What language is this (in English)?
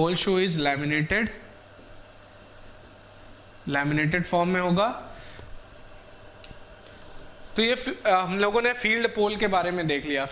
Hindi